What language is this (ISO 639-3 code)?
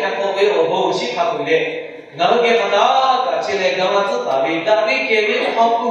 lhu